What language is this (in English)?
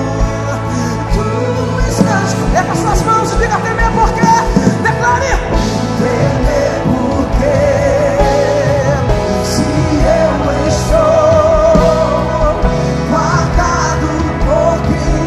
Portuguese